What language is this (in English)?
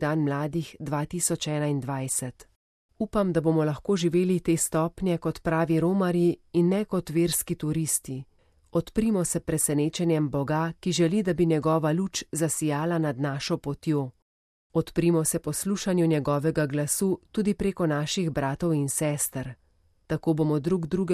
Slovenian